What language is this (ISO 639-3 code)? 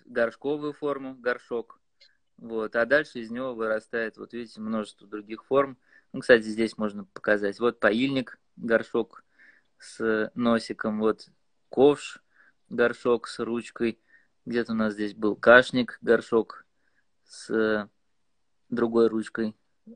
rus